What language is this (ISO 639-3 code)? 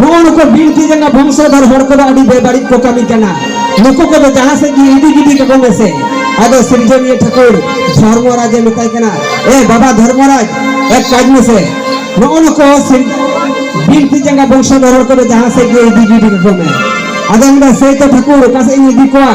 sat